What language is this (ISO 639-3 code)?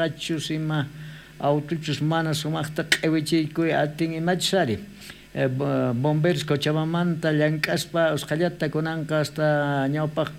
quh